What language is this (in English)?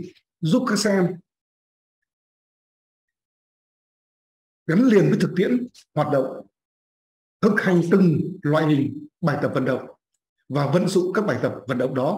Vietnamese